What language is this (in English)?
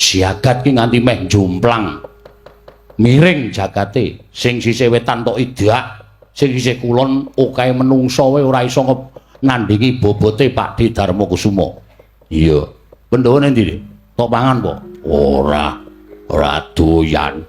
Javanese